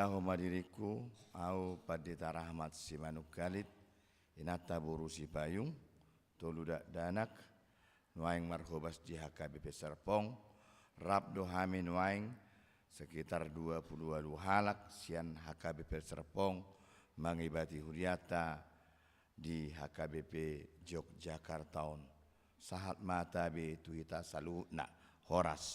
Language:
Batak Toba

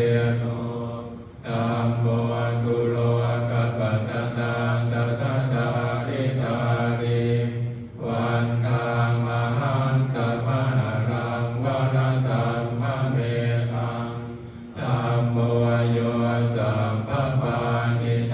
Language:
Pali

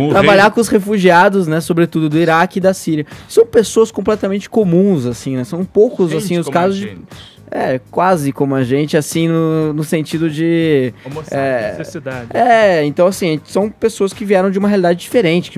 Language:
Portuguese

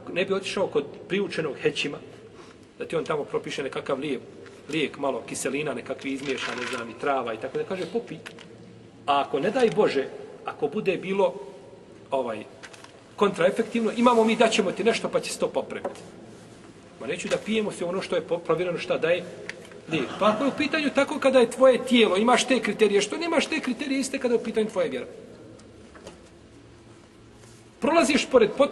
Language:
Bosnian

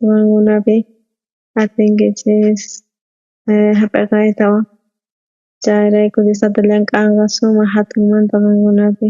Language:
South Bolivian Quechua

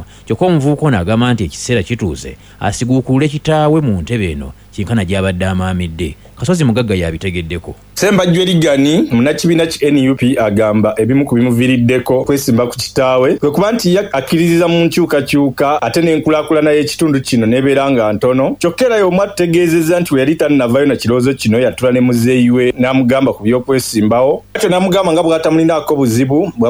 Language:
Ganda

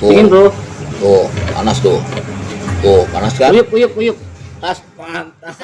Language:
Betawi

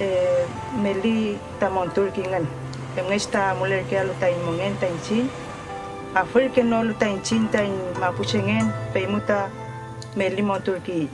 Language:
Mapuche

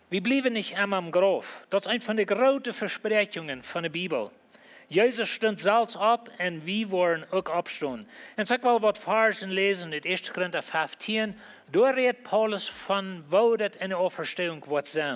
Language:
Plautdietsch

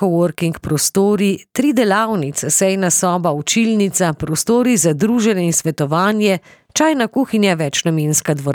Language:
Slovenian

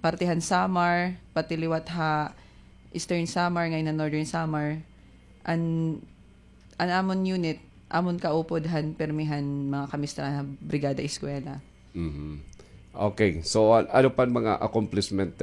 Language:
Waray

